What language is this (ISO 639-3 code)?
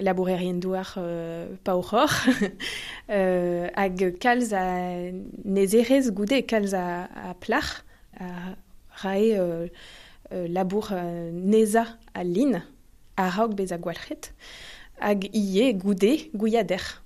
bre